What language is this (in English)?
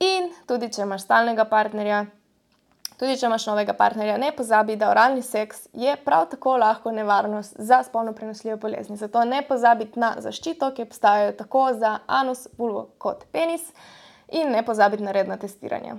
Slovenian